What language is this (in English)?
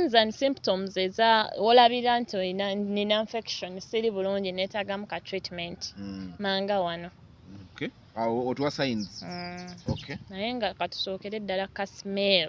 Ganda